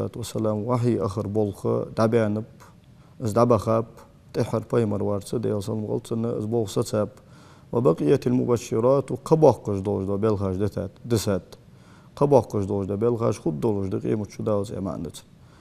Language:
Ingush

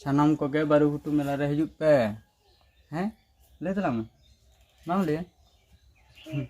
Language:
Santali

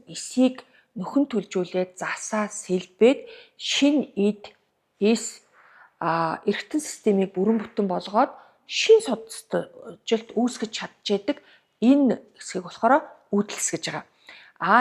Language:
Mongolian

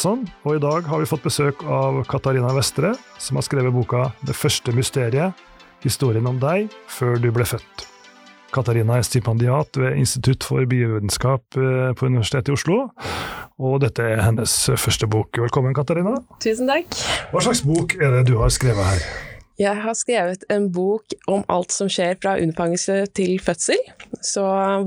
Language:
Norwegian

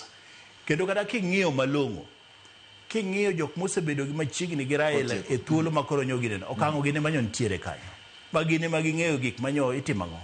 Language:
Luo (Kenya and Tanzania)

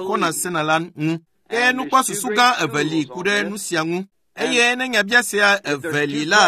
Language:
Ewe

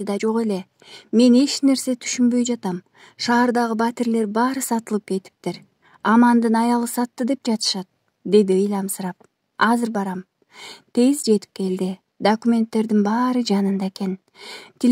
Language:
Kyrgyz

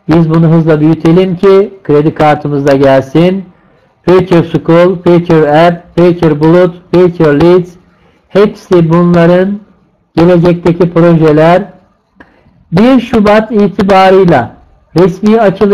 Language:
Turkish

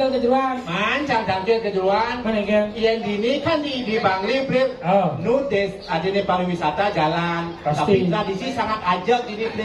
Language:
Balinese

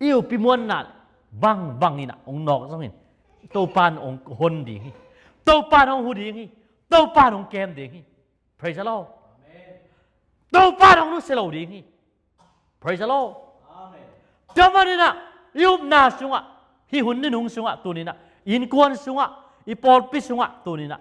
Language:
Tedim Chin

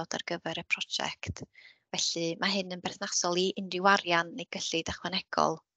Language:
Welsh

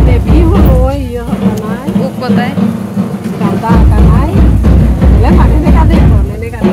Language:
Santali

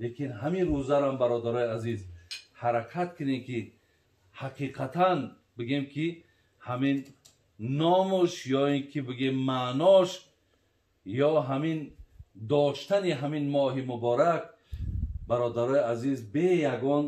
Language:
Tajik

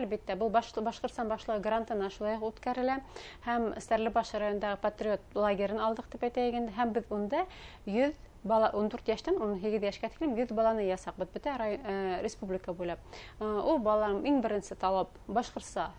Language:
Bashkir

